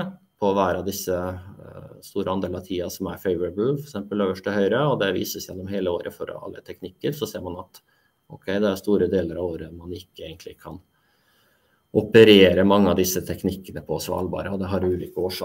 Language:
Norwegian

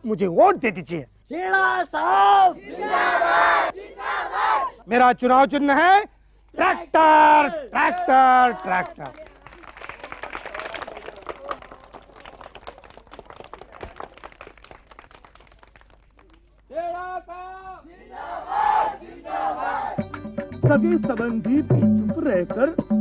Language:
Hindi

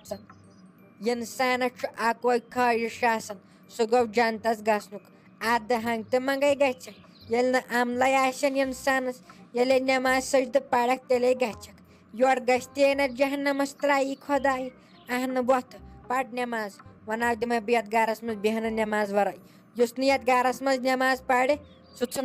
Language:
Kashmiri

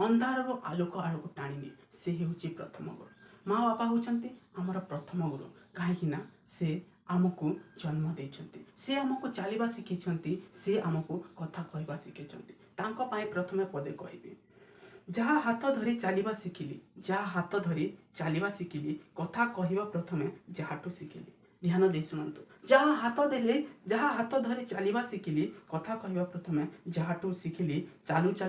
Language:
Odia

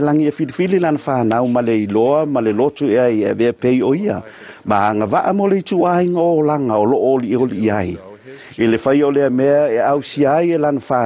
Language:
Samoan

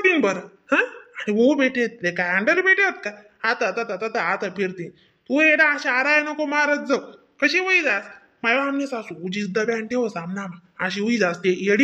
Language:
Khandesi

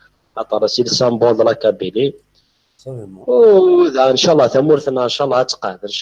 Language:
Kabyle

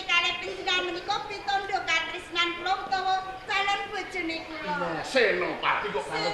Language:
Javanese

